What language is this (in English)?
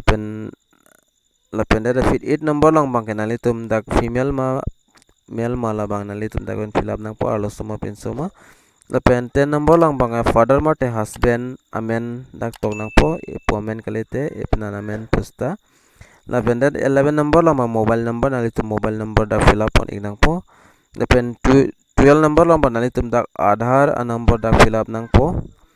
Karbi